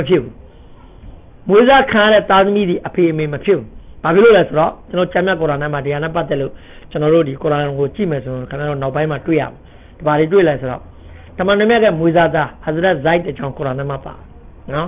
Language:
Burmese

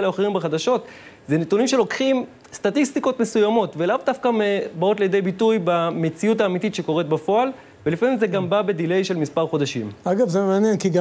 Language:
Hebrew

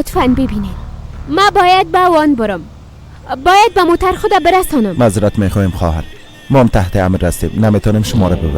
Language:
Persian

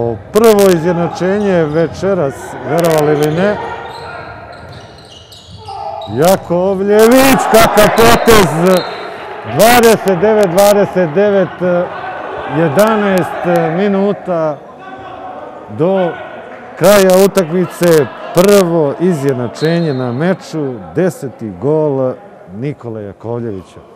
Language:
Serbian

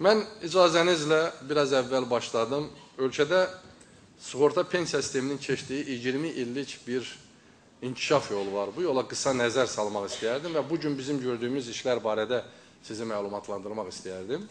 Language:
Azerbaijani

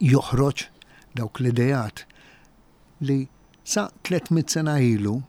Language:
Maltese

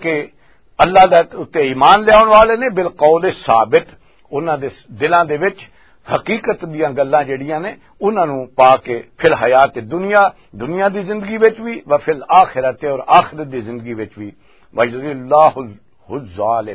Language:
Western Panjabi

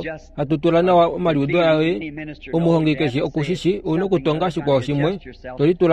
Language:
Kuanyama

